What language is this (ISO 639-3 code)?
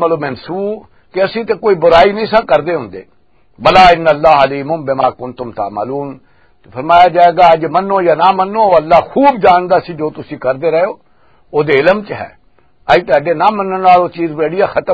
lah